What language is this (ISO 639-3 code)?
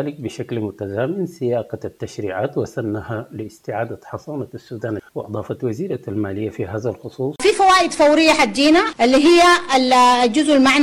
apd